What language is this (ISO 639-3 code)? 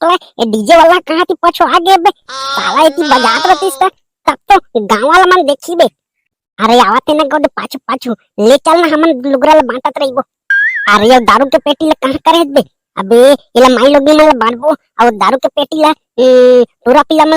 hne